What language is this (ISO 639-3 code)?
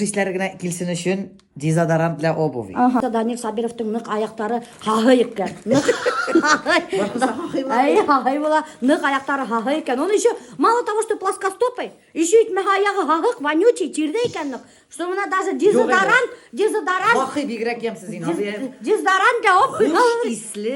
bak